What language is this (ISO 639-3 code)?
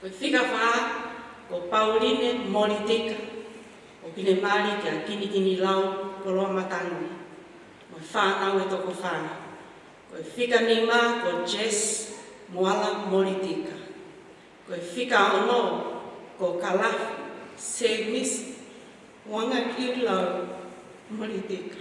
ton